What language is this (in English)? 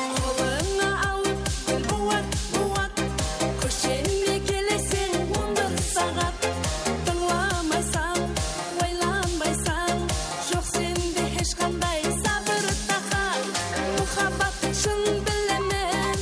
Kara-Kalpak